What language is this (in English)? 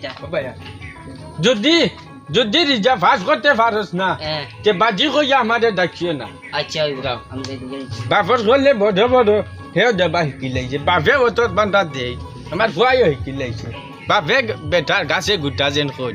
Sylheti